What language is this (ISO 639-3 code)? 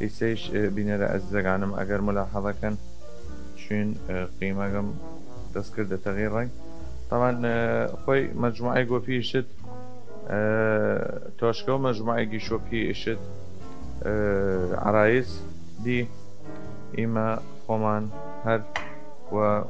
sdh